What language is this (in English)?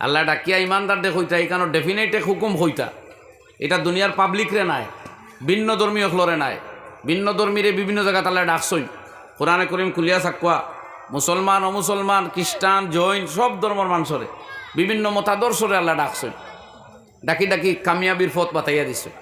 Sylheti